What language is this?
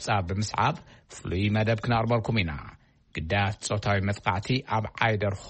Tigrinya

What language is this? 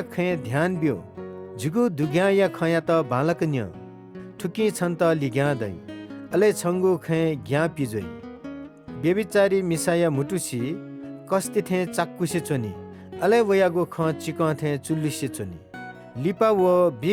Newari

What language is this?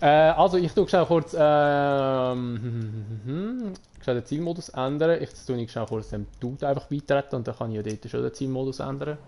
Swiss German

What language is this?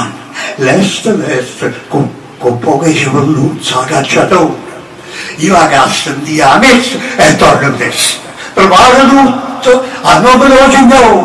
Neapolitan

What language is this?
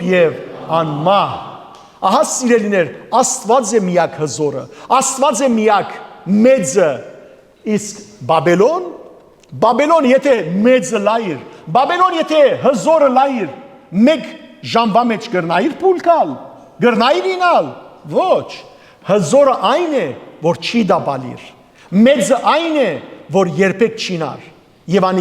Western Armenian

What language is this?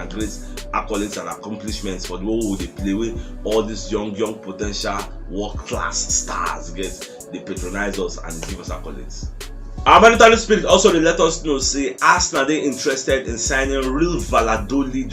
Nigerian Pidgin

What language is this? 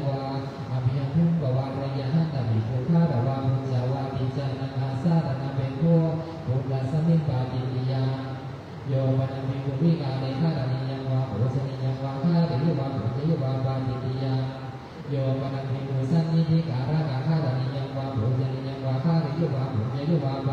Pali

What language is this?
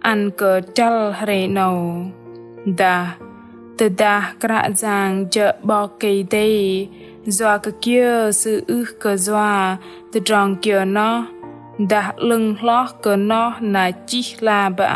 Bahnar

